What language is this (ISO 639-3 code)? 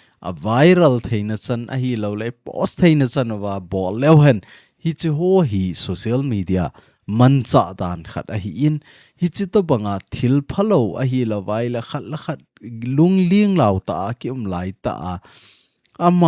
tcz